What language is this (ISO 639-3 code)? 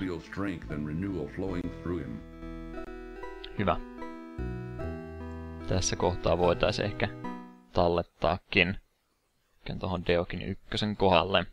fin